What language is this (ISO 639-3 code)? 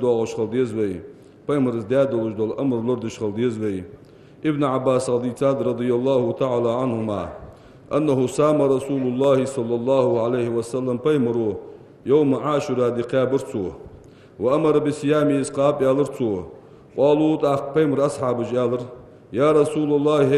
inh